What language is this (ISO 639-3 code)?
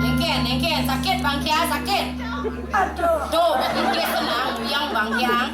ban